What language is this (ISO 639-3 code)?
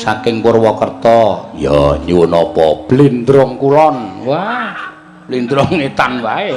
jav